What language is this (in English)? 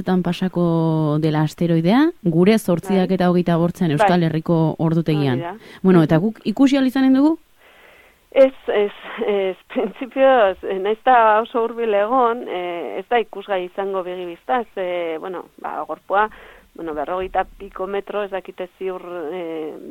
Basque